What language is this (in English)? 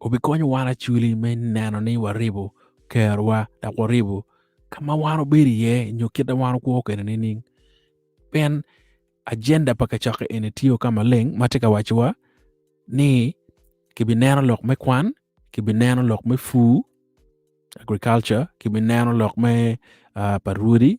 Acoli